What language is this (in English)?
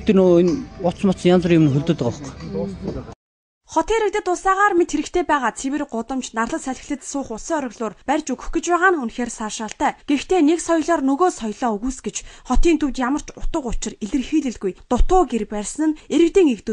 Mongolian